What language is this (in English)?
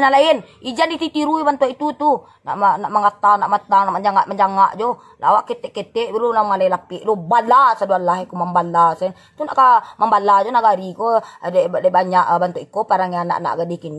Minangkabau